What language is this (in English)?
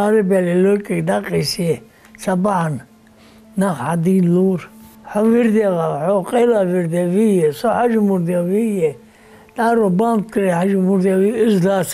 Ingush